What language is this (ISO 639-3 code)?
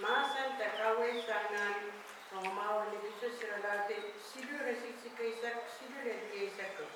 pon